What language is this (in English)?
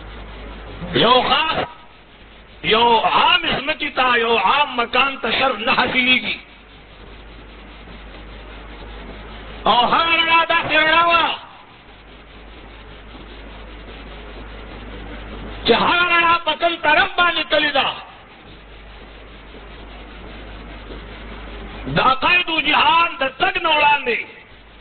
Pashto